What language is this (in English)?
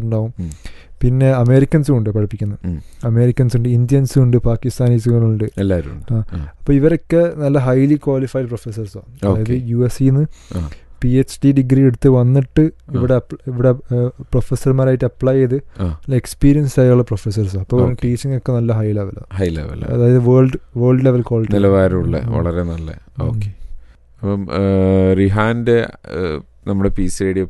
Malayalam